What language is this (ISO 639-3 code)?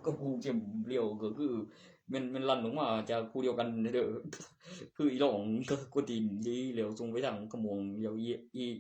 tts